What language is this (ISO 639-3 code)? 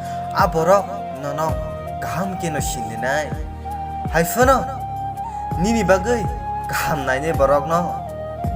trp